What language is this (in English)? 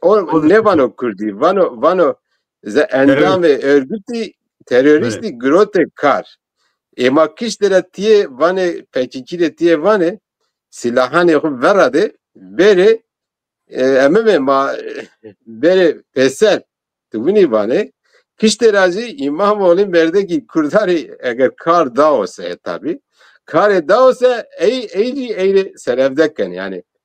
Zaza